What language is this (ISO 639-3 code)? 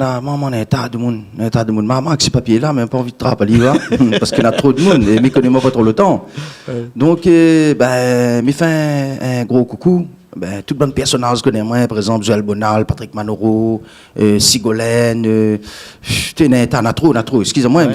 rcf